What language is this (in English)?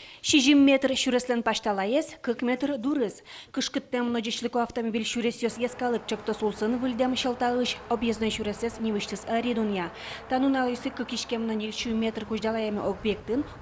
Udmurt